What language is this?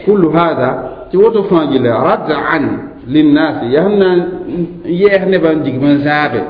Mossi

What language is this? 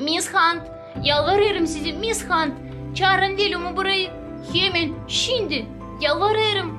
Gagauz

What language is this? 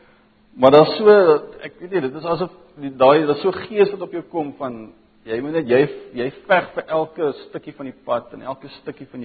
Afrikaans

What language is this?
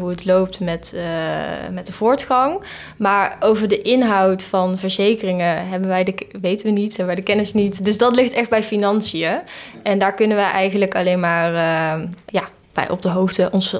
Dutch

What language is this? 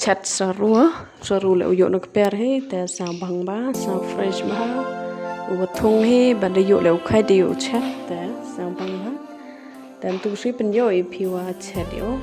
Khasi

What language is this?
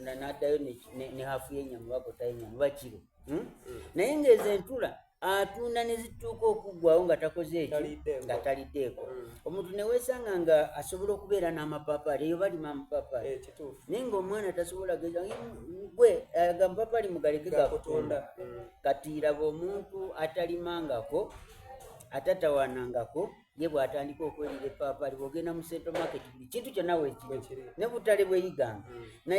Soga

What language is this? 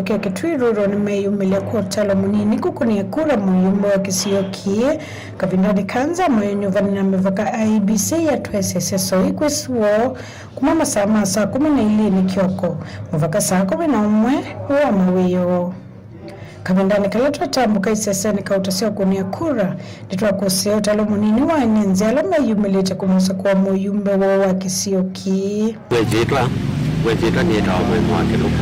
Kamba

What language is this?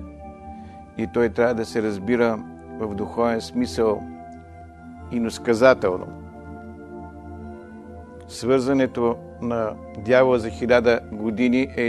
Bulgarian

